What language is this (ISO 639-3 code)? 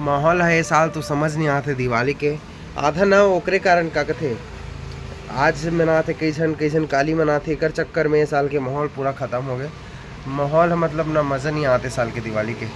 hne